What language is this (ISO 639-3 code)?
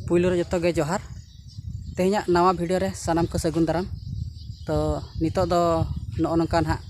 sat